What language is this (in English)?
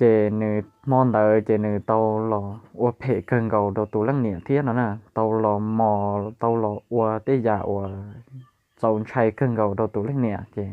Hmong